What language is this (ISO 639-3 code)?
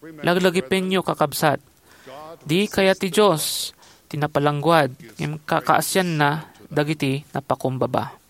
ilo